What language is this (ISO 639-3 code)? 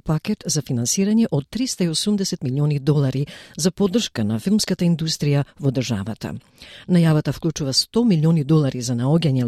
mkd